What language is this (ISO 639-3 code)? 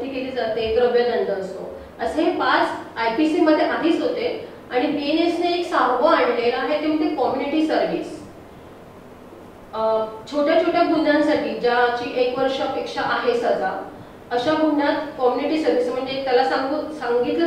mar